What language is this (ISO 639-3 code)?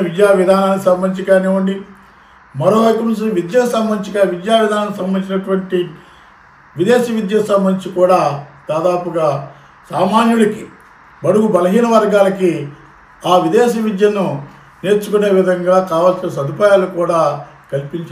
tel